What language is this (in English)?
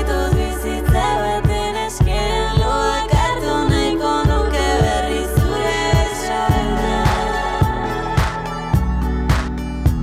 Basque